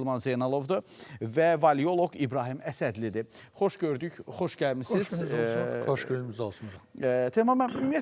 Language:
Azerbaijani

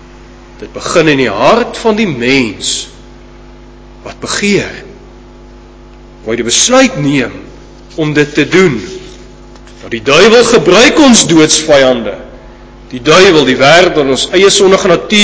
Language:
Afrikaans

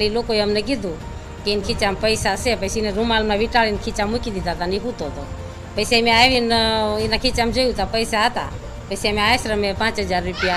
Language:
Gujarati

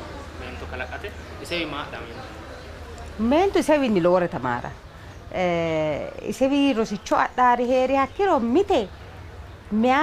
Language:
Sidamo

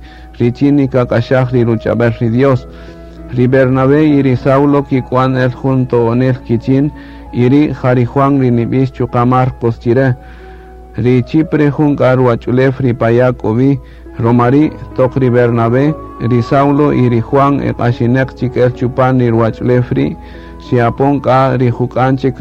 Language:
Kaqchikel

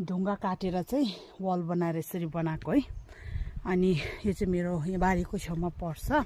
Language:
Nepali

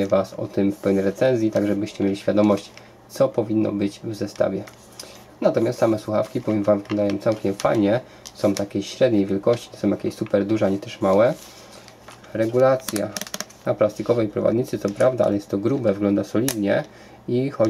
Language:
Polish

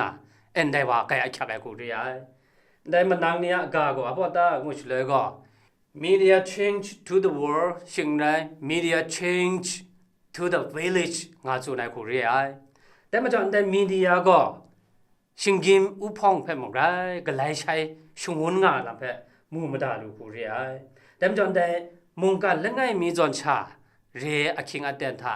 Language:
Kachin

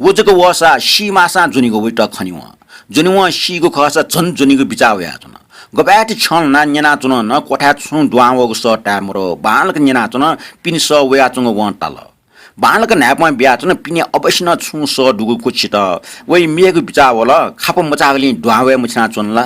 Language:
Newari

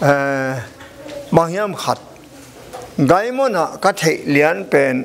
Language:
Tedim Chin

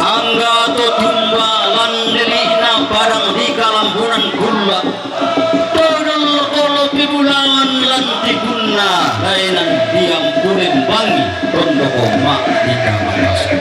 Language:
Toraja-Sa'dan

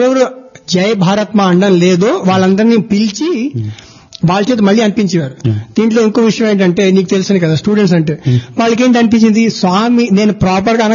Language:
Telugu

